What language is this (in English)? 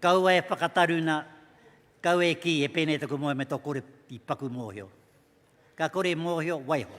Māori